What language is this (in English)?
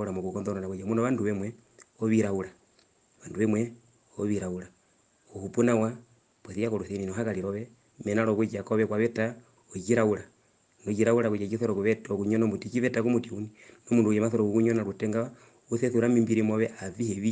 Herero